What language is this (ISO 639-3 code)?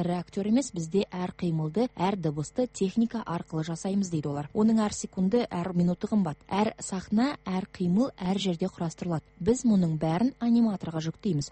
kaz